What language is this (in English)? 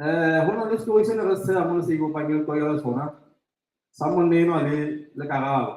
Southern Sotho